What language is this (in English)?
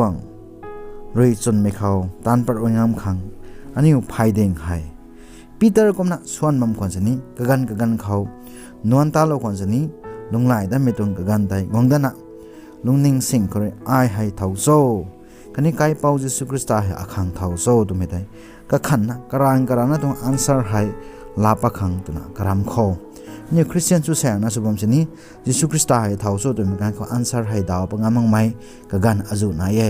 Rongmei Naga